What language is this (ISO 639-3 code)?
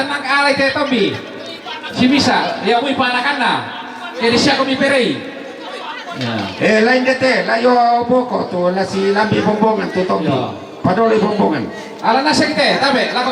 sda